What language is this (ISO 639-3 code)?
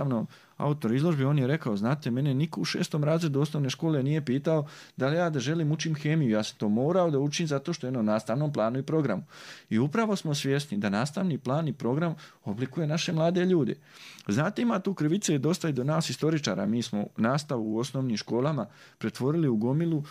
bos